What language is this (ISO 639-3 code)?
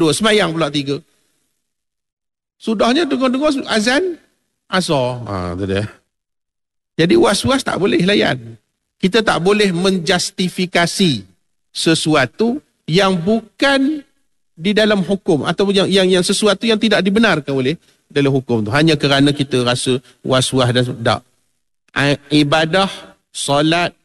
msa